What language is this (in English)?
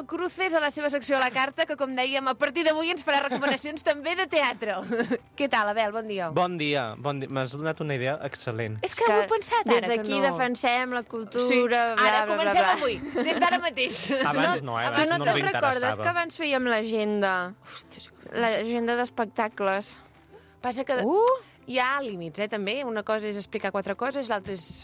Catalan